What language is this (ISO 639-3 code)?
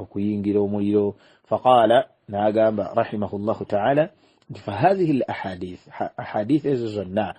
lug